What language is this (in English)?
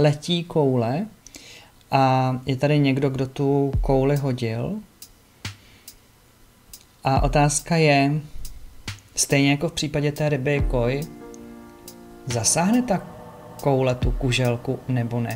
Czech